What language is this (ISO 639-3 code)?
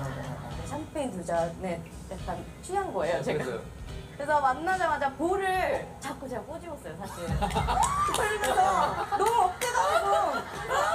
kor